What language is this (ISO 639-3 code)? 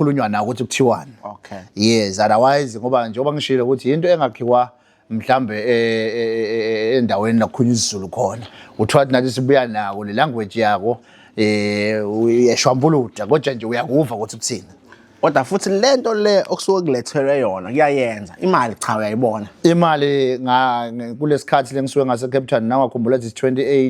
zul